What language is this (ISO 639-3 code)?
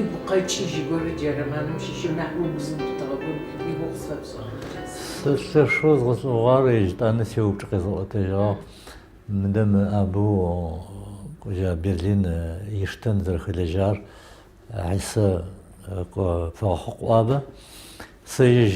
ady